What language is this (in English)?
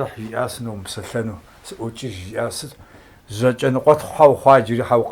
Kabardian